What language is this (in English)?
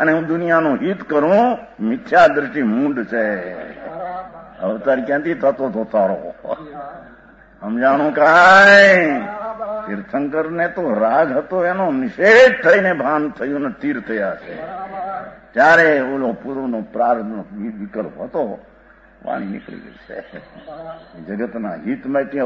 Gujarati